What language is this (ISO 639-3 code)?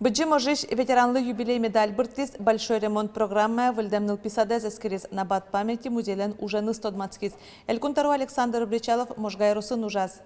udm